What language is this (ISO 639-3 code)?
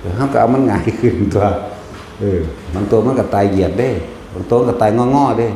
tts